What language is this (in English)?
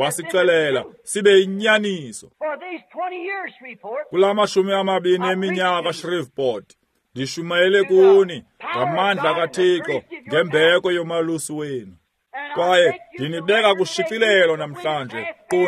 Xhosa